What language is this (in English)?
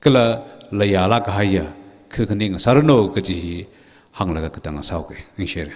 Tangkhul Naga (India)